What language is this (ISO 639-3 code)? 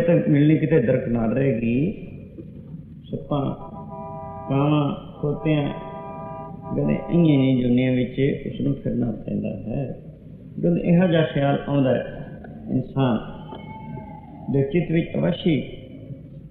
pan